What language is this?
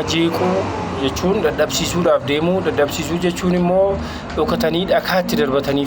Oromo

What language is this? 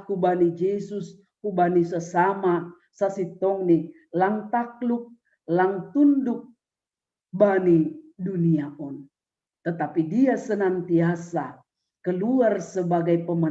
Batak Simalungun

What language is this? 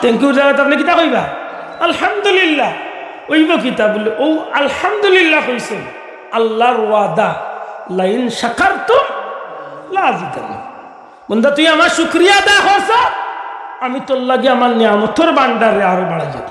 Sylheti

